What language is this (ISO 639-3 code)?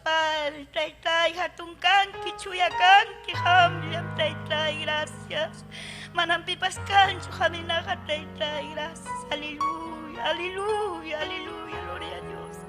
quy